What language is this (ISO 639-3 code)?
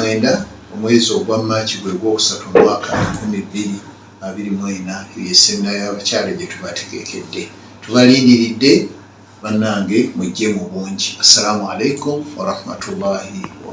lug